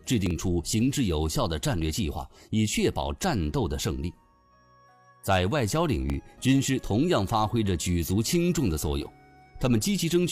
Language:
Chinese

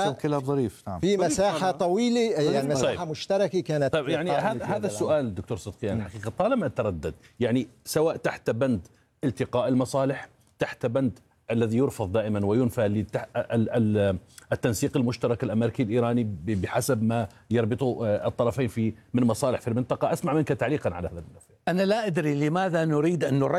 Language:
Arabic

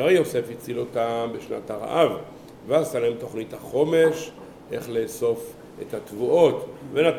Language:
Hebrew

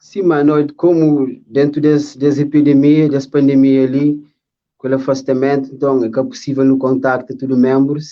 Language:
Kabuverdianu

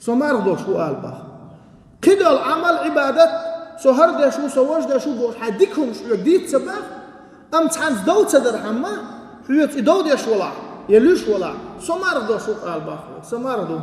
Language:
Chechen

